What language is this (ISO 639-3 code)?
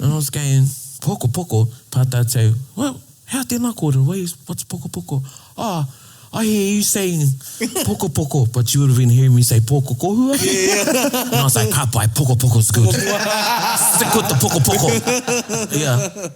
mri